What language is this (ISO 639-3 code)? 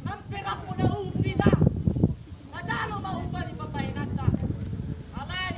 bbc